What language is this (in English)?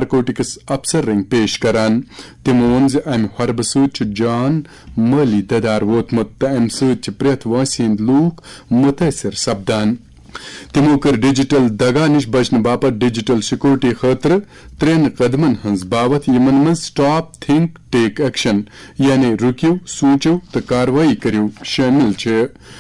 Kashmiri